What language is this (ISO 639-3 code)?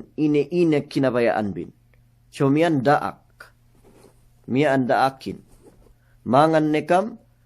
yka